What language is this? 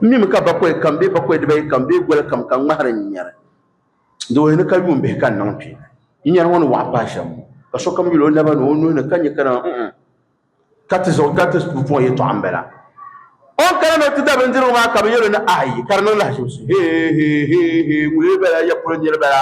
Dagbani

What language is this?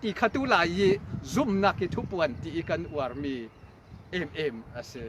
Falam Chin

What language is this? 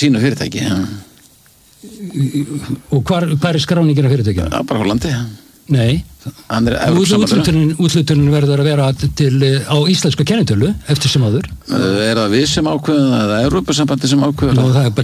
Icelandic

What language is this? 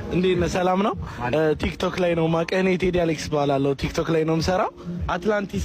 Amharic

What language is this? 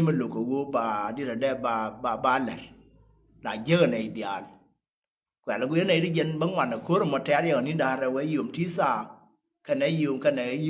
Nuer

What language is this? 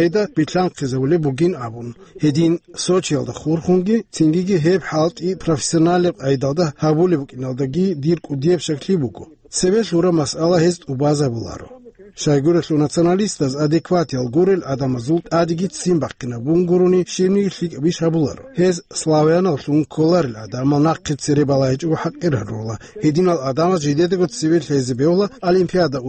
Avaric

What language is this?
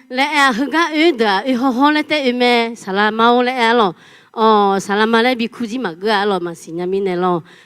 Akha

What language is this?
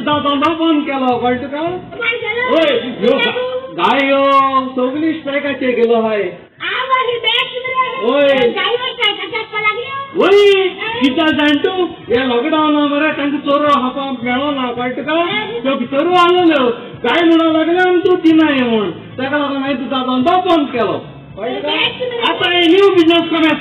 Konkani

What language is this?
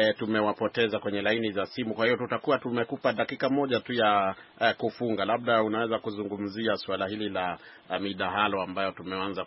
Swahili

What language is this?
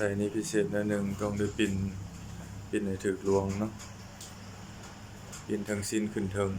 Lao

